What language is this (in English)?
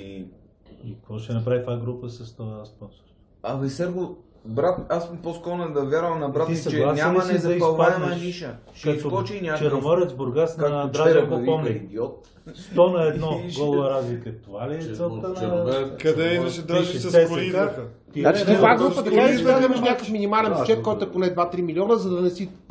Bulgarian